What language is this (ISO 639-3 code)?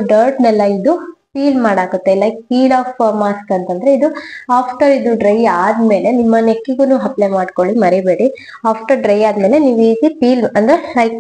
kan